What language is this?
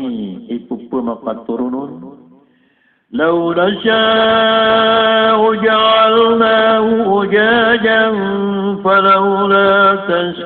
Maranao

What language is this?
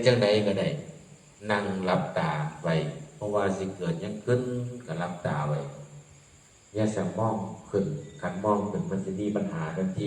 Lao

